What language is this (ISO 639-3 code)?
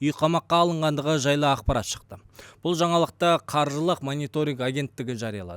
kaz